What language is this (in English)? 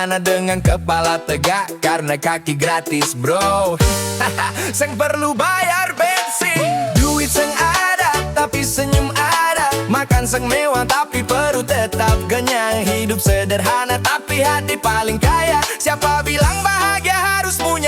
Ambonese Malay